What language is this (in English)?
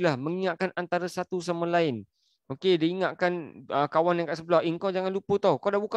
Malay